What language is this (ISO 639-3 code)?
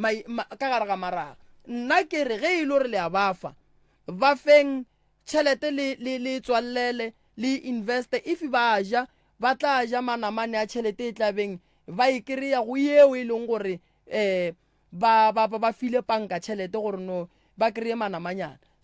nso